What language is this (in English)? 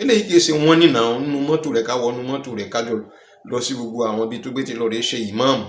Yoruba